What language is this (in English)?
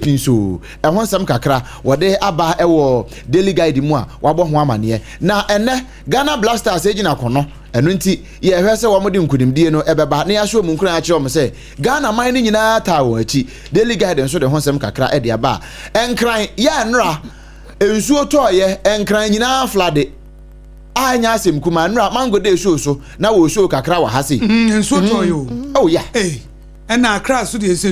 Akan